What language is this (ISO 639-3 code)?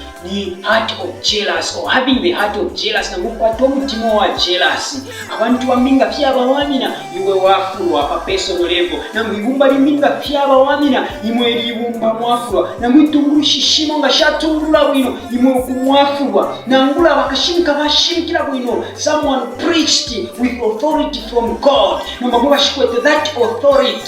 bem